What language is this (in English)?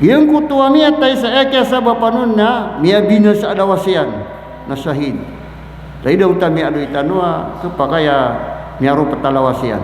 Maranao